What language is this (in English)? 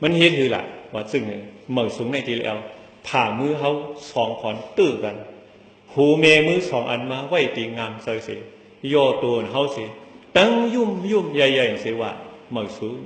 Shan